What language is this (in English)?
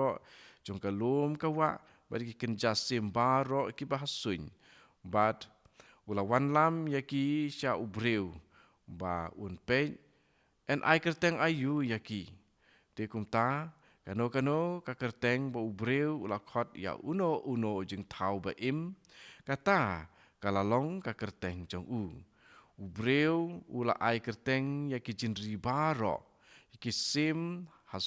Khasi